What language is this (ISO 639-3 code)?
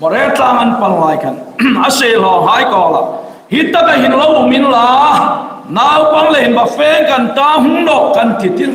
hmr